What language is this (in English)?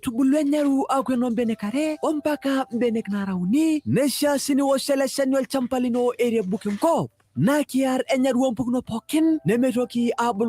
Masai